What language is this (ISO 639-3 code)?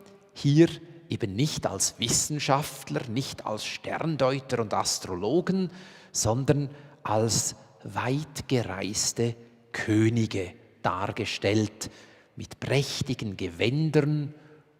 gsw